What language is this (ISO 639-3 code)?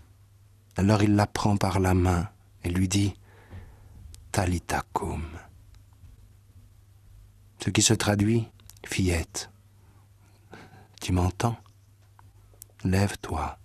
fra